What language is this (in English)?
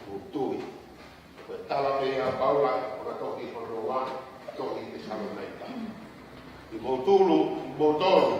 Tongan